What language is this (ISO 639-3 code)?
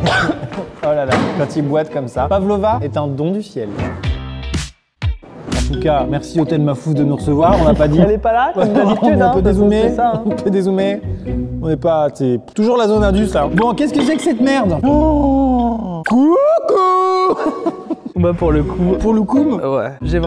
fra